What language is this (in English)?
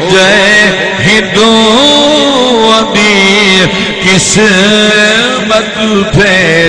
Saraiki